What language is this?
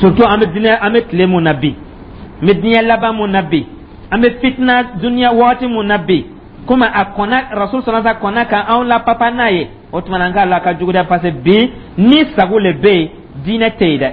Dyula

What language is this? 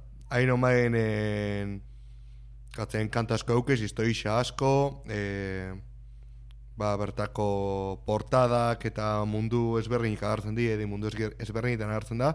Basque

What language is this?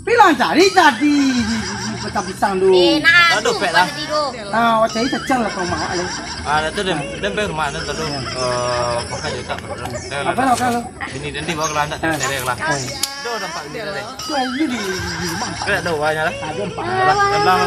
Minangkabau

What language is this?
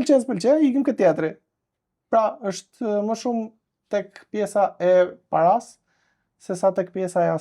Albanian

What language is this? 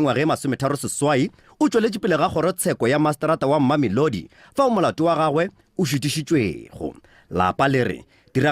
Northern Sotho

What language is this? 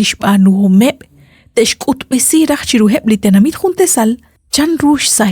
Kekchí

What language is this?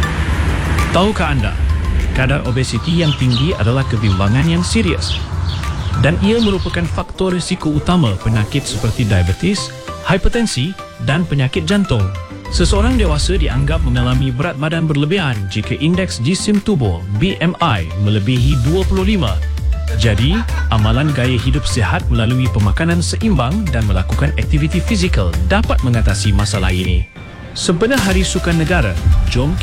Malay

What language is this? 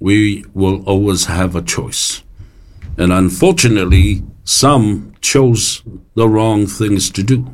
Samoan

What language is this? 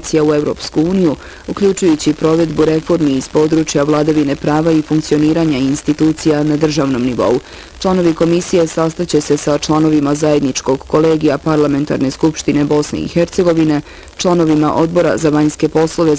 Bosnian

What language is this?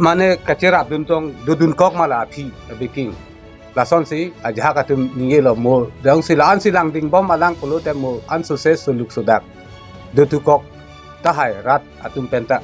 Karbi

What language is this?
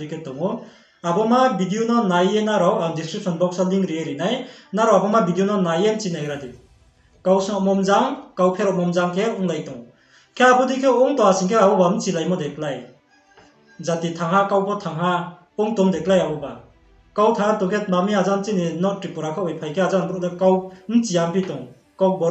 Riang (India)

